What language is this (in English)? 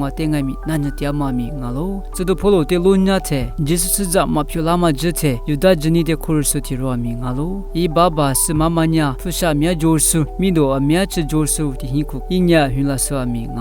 Lisu